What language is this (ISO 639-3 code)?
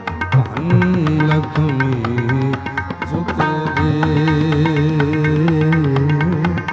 hin